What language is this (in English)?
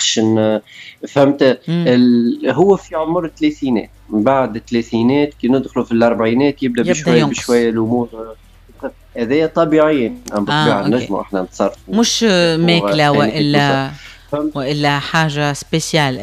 Tunisian Arabic